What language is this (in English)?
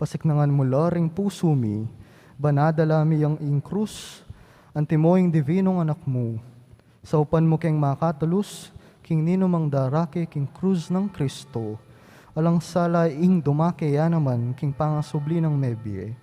Pampanga